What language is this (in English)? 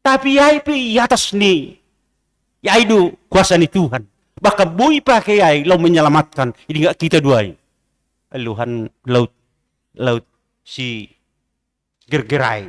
Batak Simalungun